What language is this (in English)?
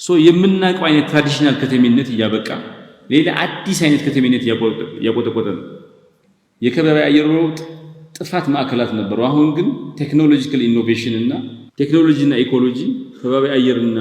Amharic